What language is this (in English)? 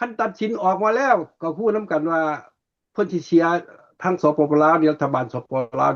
Lao